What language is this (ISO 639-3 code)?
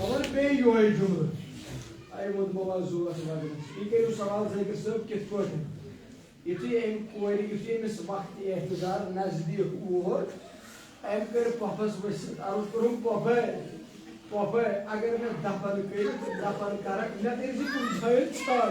kas